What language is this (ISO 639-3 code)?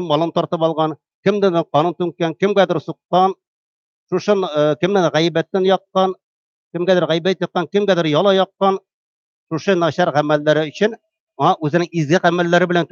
tat